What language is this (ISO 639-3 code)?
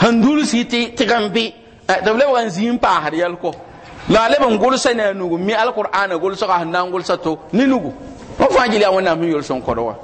mos